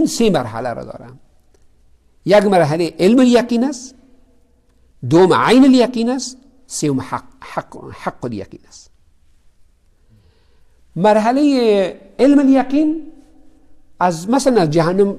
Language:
Persian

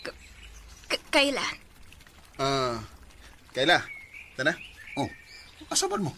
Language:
Cebuano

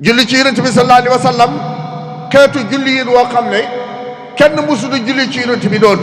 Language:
Wolof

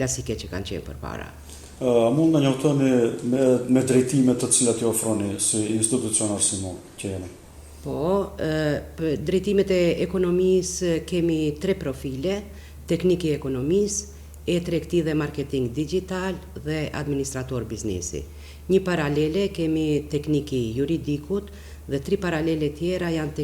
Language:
Albanian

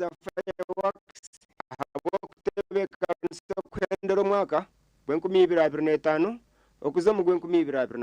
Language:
Nyankole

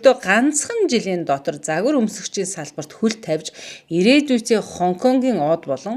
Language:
Mongolian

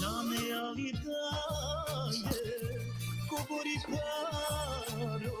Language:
Balkan Romani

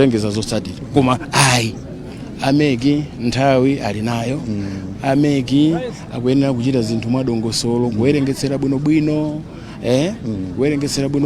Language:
Nyanja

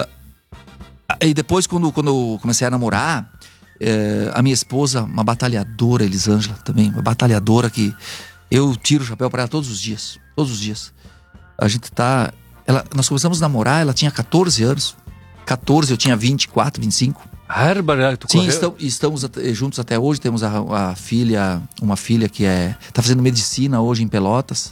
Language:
Portuguese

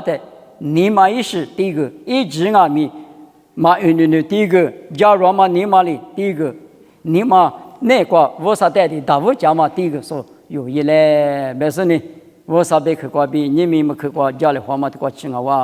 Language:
Lisu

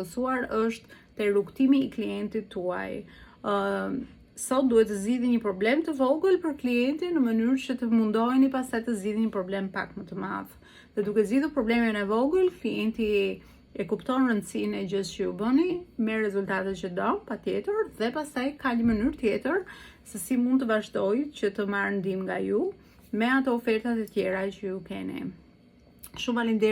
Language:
Albanian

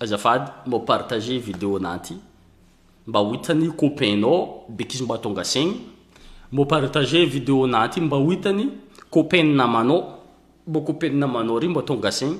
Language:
Malagasy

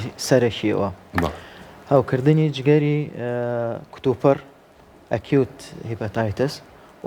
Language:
Central Kurdish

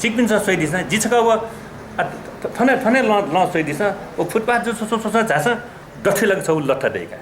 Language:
Newari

